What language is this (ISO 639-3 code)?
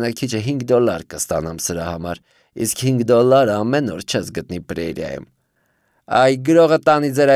hye